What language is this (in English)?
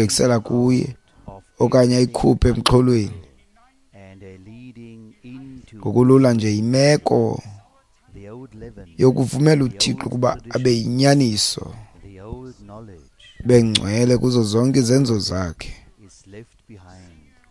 Xhosa